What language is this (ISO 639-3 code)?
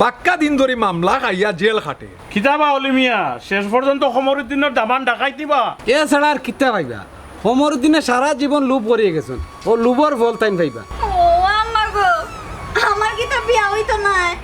syl